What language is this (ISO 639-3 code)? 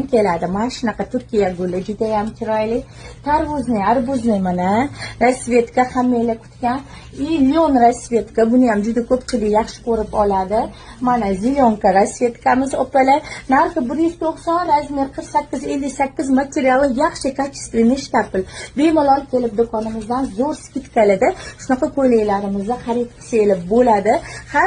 uzb